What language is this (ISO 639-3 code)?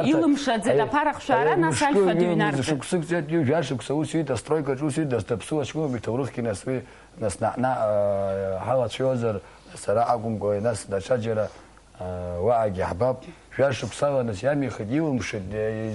abk